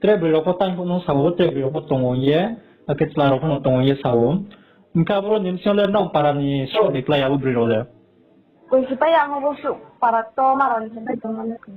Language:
Riang (India)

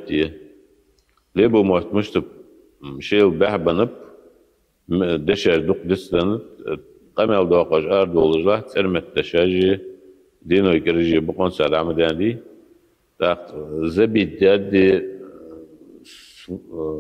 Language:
Ingush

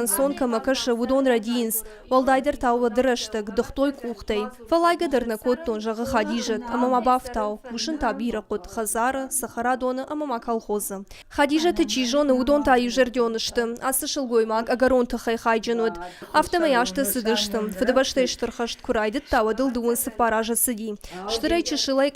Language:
Ossetic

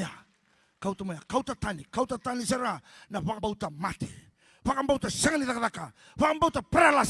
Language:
Fijian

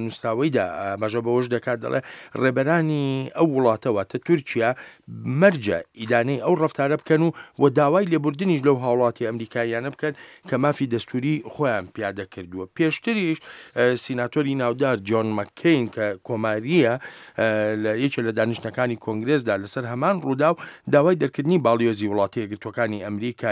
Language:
Central Kurdish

